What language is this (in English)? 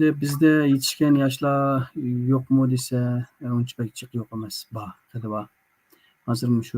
Uyghur